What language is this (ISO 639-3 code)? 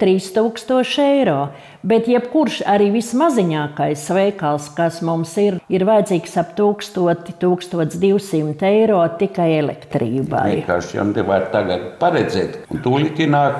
lav